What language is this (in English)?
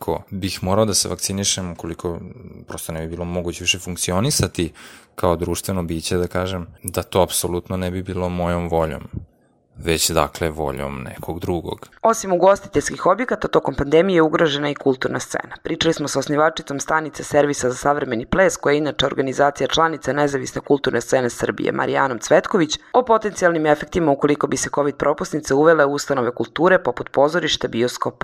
Serbian